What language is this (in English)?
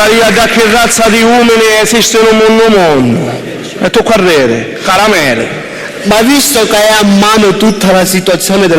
Sicilian